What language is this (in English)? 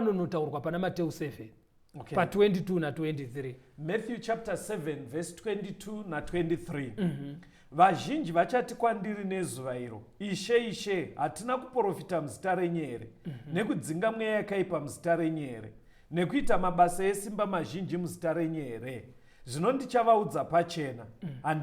Shona